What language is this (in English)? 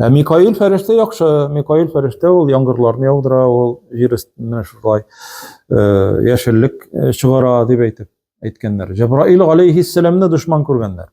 Tatar